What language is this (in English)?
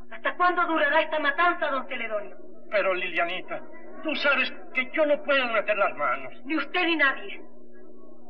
Spanish